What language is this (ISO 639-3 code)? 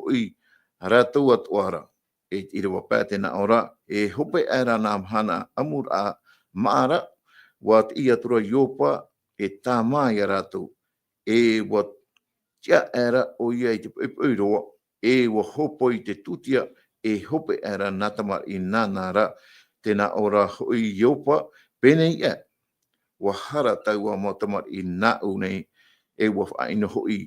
tah